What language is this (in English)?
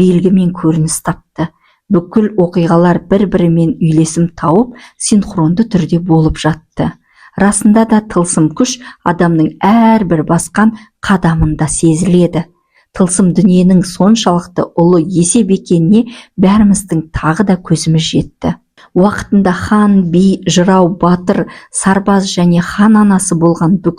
Kazakh